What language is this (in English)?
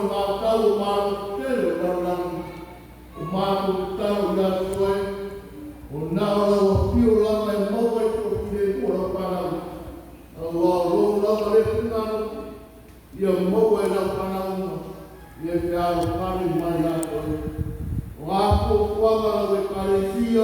Samoan